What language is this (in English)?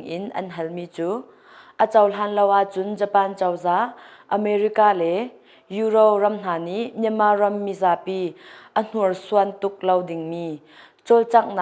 Hakha Chin